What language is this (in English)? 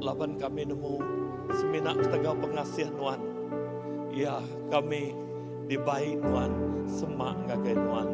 Iban